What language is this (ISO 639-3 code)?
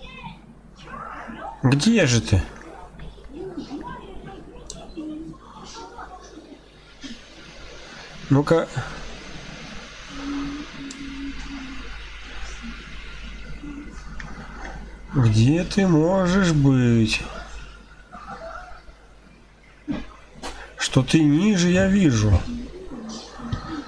rus